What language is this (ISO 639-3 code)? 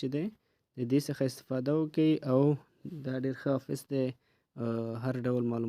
pus